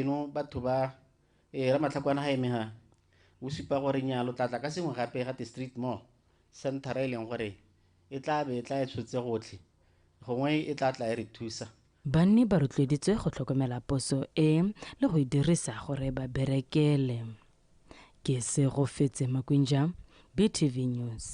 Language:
Tswana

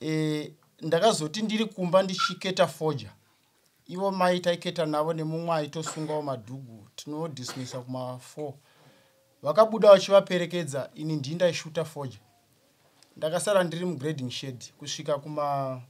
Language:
Shona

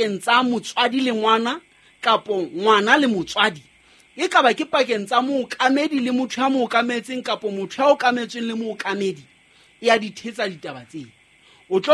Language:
Southern Sotho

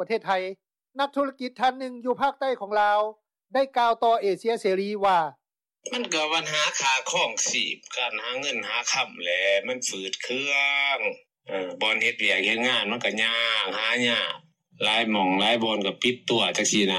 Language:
Lao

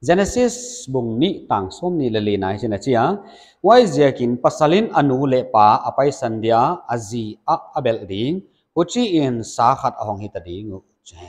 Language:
Paite Chin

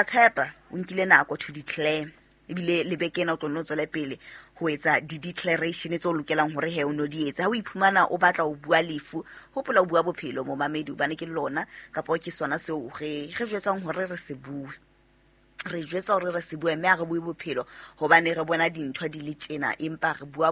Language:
Southern Sotho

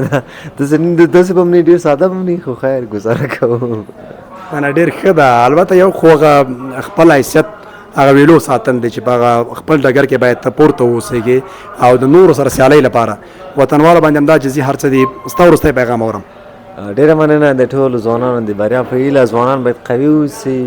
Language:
Pashto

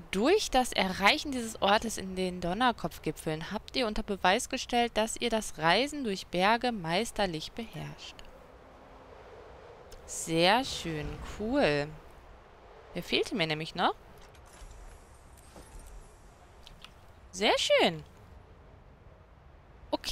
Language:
German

